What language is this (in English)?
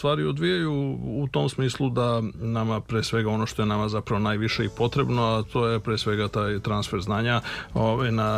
Serbian